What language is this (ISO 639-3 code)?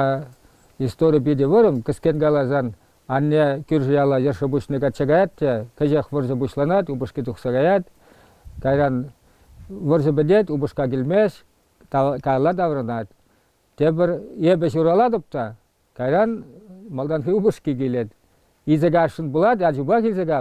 chv